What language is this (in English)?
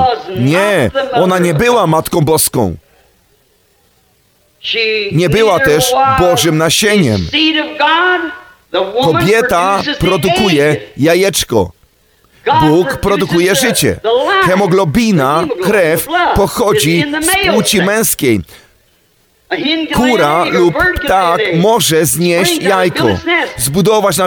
Polish